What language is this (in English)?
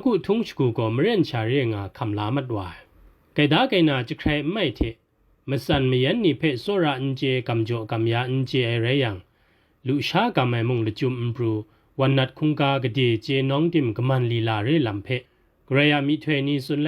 Kachin